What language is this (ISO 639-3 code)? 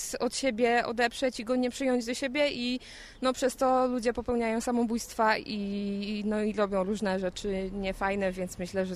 pol